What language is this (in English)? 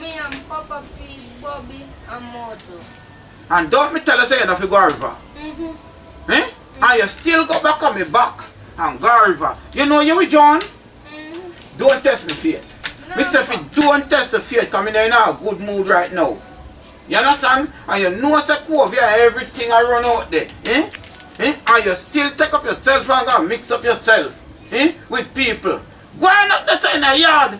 Jamaican Creole English